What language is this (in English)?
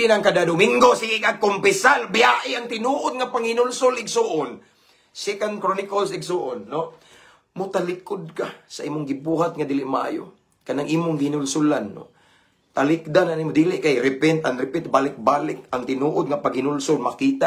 Cebuano